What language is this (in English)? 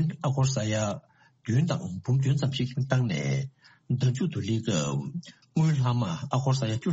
Tibetan